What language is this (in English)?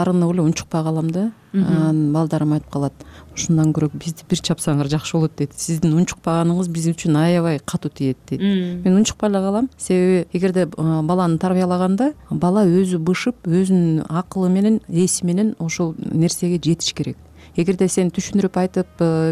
Kyrgyz